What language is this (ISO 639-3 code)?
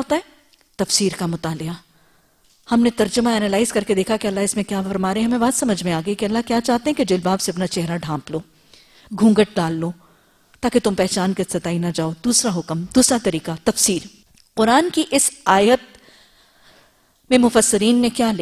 urd